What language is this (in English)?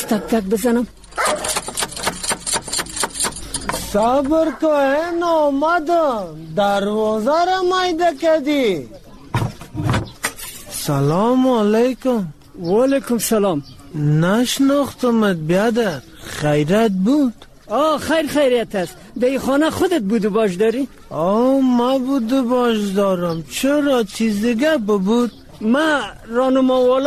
Persian